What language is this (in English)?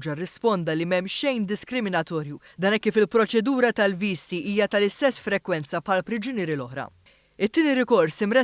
Maltese